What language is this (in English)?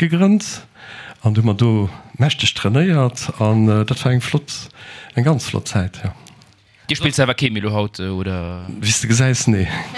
Luxembourgish